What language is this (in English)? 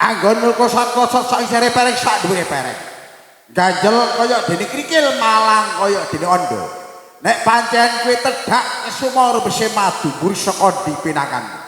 Javanese